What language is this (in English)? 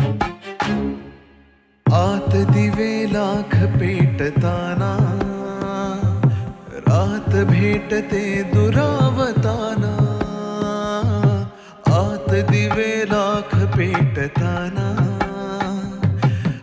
Marathi